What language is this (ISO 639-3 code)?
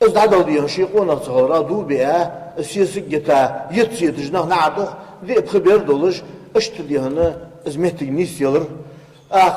inh